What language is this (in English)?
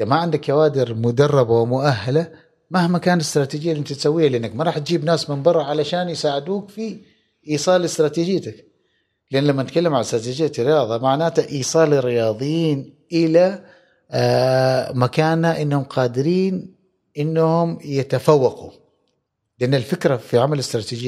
Gulf Arabic